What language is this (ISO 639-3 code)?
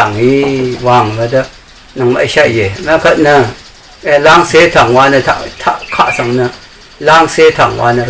raw